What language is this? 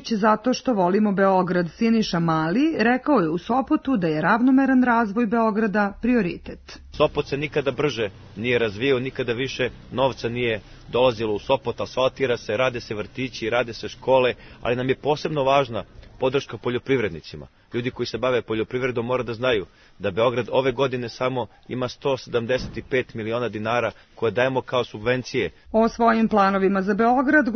Serbian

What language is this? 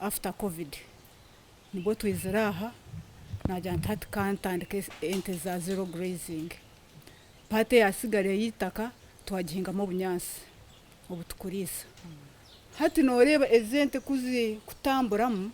Nyankole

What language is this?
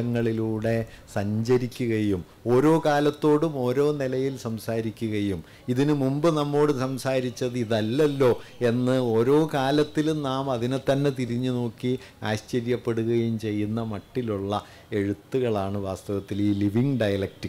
Malayalam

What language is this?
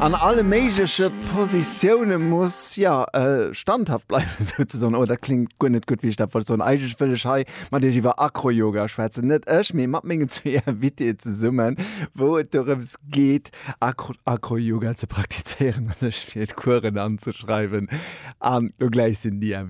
Luxembourgish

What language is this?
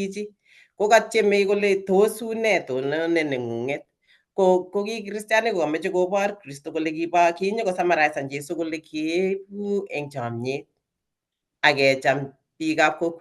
Kalenjin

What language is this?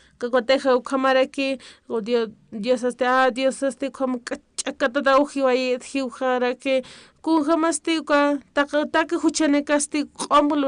Aymara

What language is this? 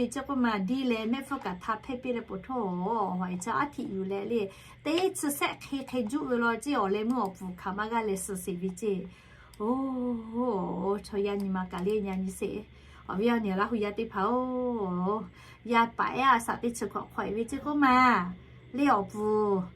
Lahu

